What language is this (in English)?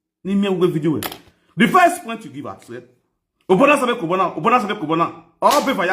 Nigerian Pidgin